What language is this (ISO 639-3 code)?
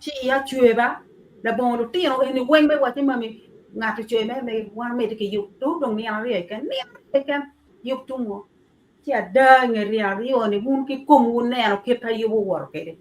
ach